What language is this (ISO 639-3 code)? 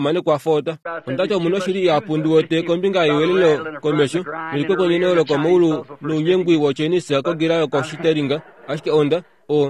kua